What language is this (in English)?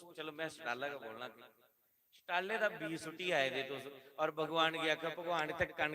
Dogri